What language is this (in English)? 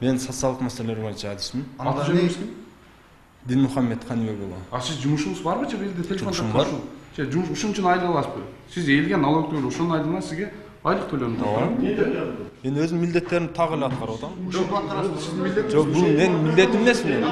Kyrgyz